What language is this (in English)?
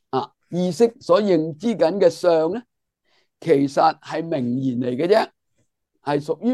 Cantonese